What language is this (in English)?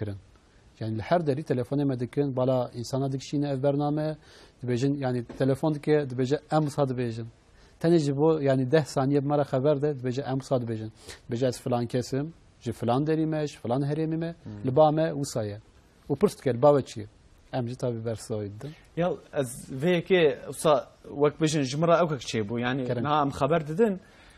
Kurdish